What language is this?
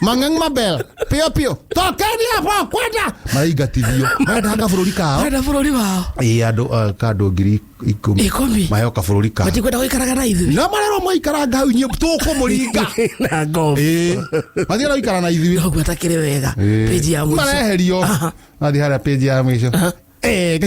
Kikuyu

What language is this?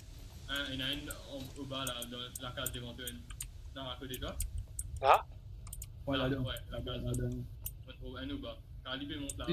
Morisyen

